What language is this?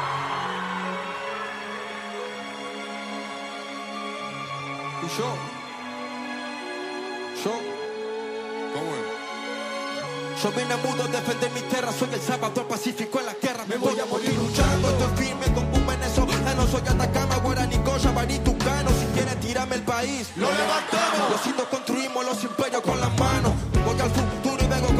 Spanish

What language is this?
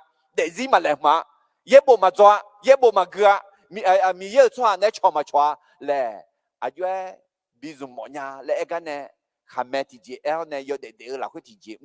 Akha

